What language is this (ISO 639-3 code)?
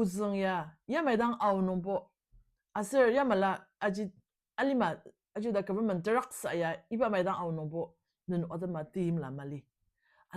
njo